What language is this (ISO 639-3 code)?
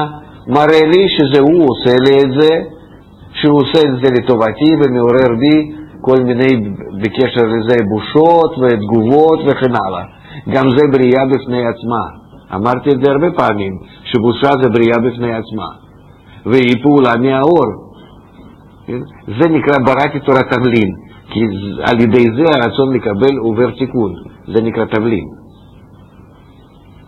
heb